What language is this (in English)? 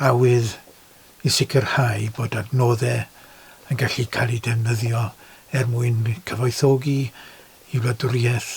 Welsh